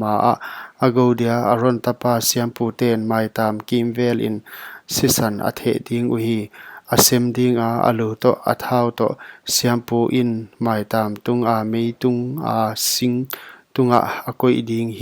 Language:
Paite Chin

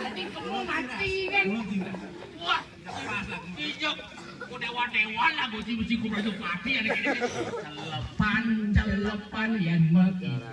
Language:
Balinese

